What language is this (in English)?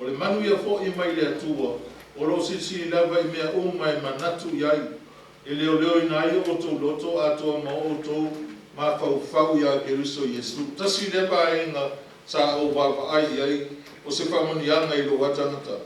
Samoan